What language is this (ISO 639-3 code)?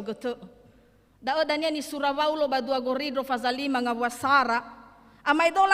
nia